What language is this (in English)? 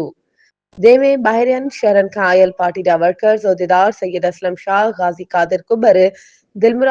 Sindhi